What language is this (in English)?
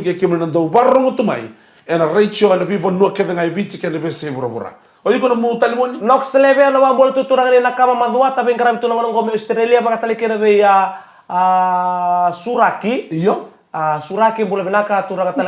Fijian